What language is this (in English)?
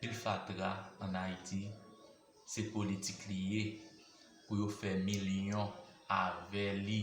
Haitian Creole